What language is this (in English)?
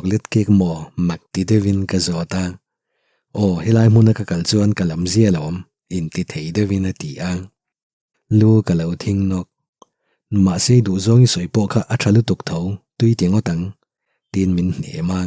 Mizo